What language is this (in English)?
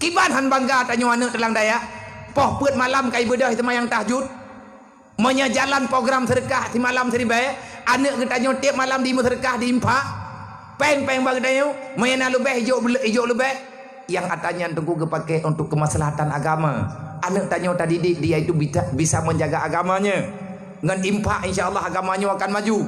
Achinese